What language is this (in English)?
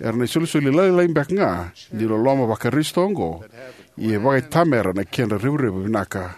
Fijian